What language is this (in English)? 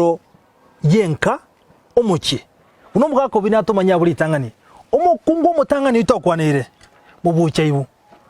Gusii